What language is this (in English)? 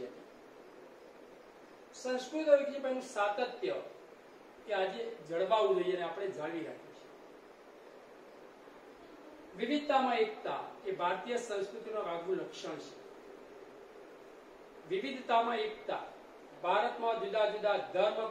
Gujarati